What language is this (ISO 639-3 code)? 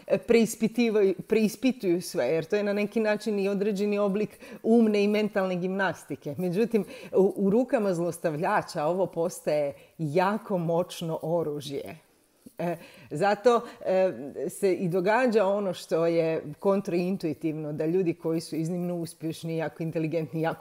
hrv